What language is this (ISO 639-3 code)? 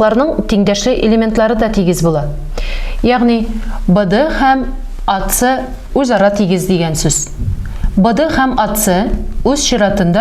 tat